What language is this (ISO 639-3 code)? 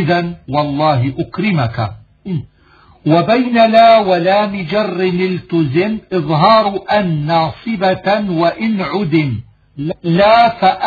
ara